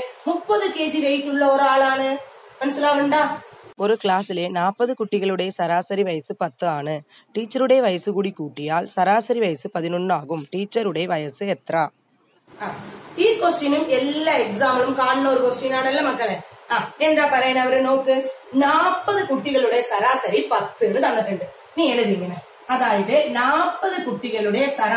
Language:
Malayalam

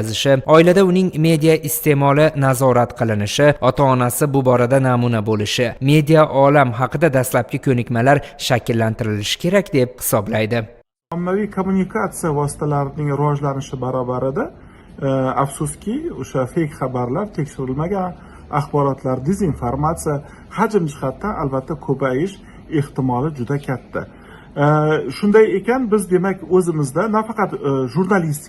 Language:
Uzbek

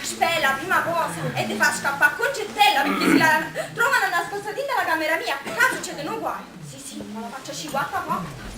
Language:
Neapolitan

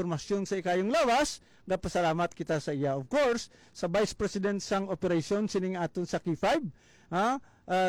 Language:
Hiligaynon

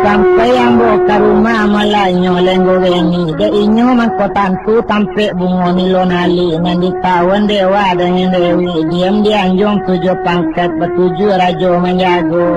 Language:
Minangkabau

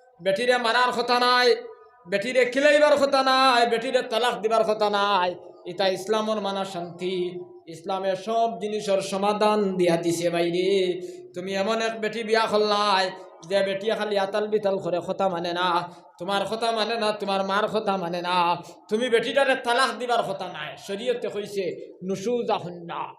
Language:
Sylheti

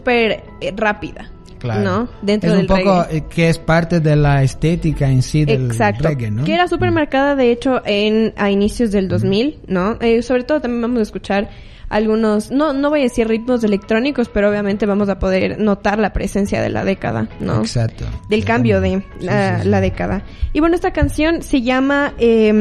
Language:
Spanish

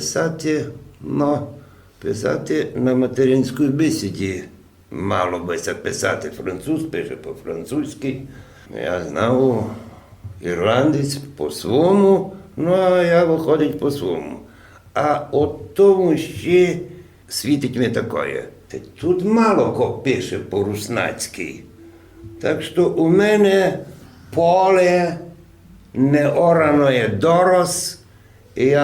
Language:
Rusyn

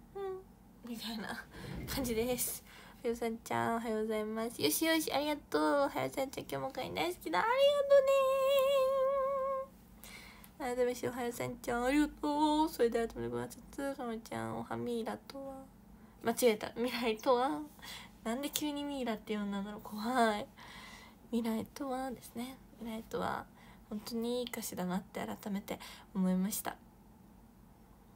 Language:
Japanese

